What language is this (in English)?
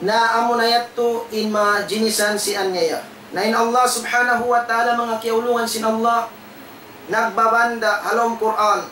Tausug